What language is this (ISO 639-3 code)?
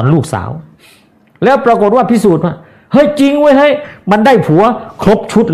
tha